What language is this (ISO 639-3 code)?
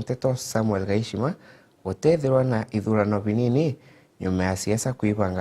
mer